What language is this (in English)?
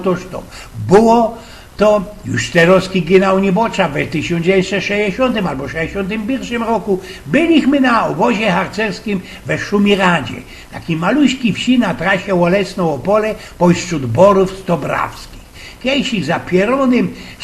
Silesian